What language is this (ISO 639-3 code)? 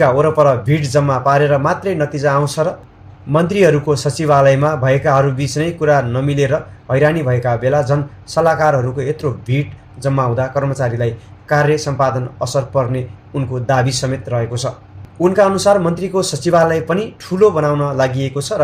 nep